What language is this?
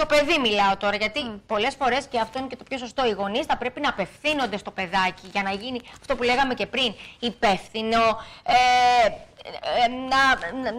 Greek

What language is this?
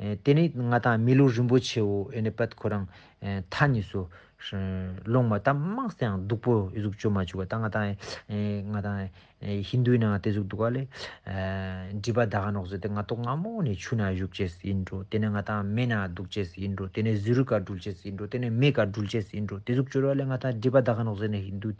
Ladakhi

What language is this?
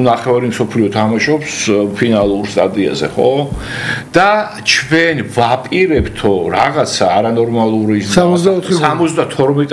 Georgian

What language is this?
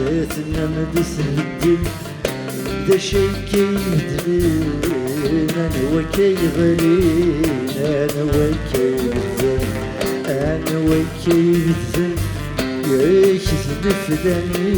Kabyle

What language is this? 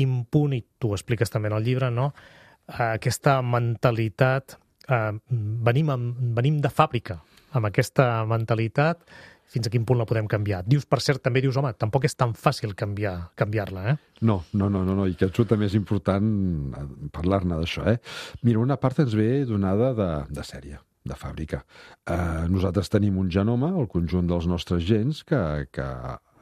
Catalan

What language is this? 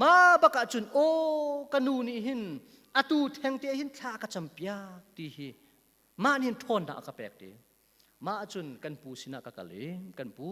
Hakha Chin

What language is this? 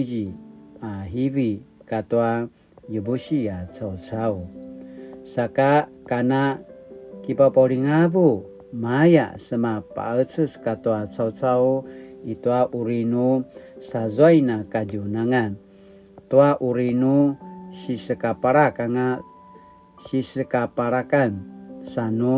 Paiwan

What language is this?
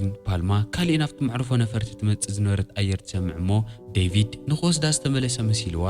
Tigrinya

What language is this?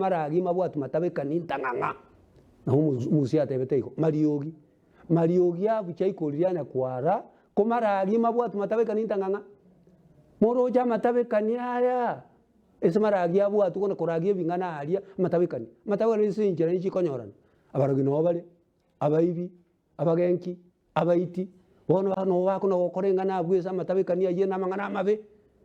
Gusii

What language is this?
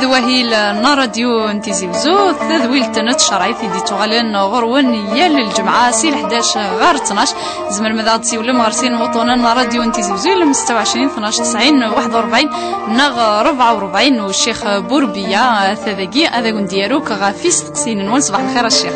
Kabyle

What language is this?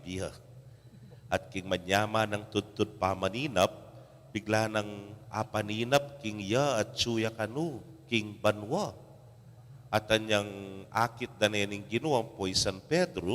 Pampanga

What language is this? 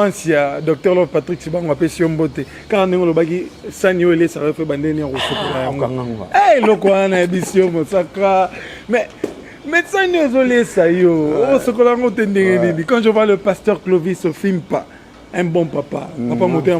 Lingala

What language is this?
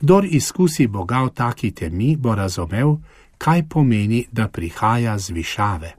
Slovenian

